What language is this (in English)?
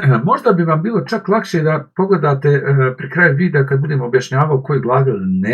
Bosnian